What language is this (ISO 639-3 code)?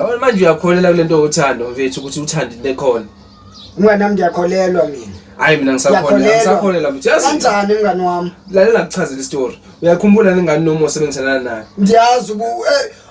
zul